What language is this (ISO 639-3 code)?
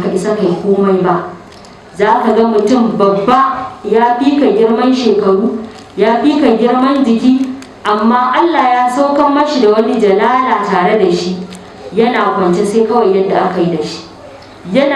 hau